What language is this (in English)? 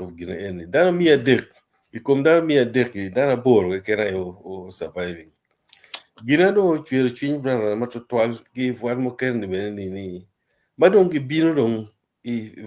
Acoli